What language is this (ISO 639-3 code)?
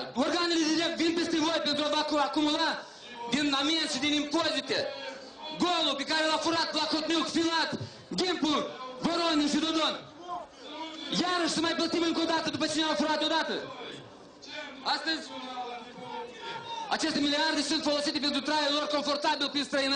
ron